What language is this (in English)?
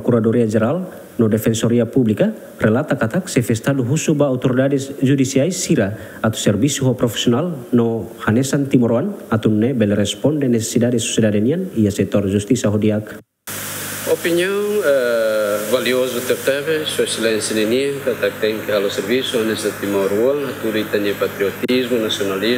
Tetum